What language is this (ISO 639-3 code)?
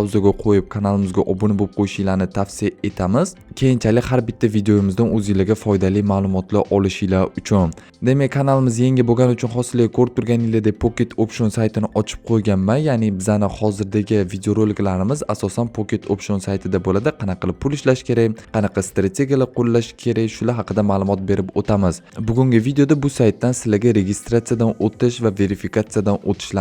uzb